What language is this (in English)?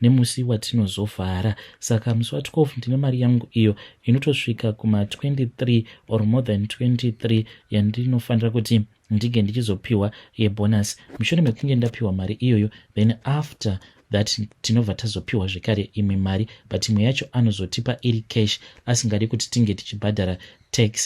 Shona